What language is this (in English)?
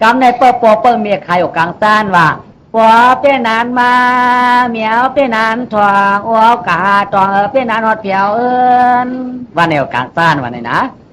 Shan